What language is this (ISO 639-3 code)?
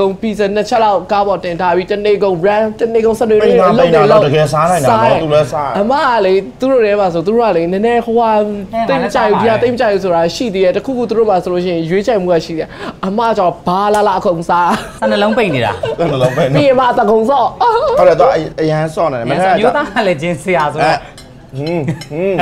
mya